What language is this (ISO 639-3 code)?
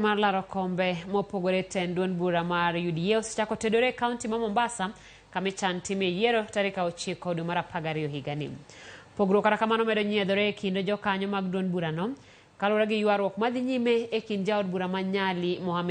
luo